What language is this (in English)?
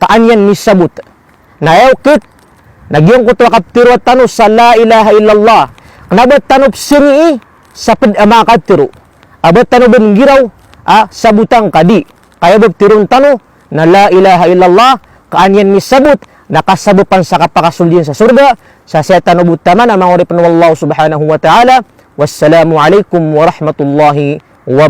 Maranao